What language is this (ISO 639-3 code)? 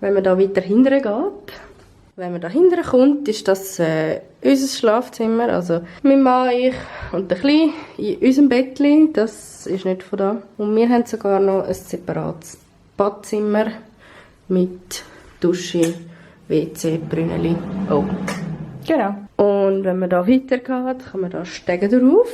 gsw